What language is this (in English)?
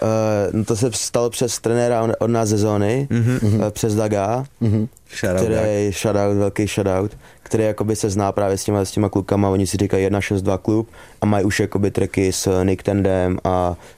Czech